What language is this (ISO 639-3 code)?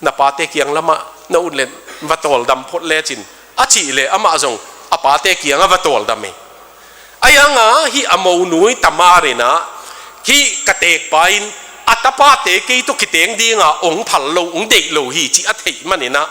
ctd